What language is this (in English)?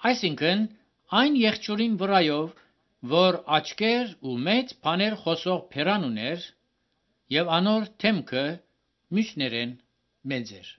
Armenian